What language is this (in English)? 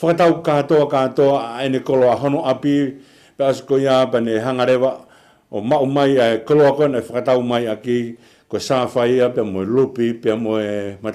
Tongan